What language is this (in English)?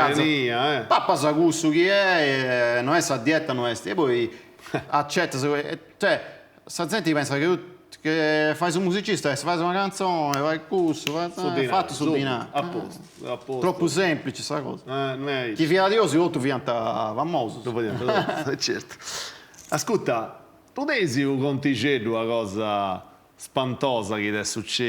Sardinian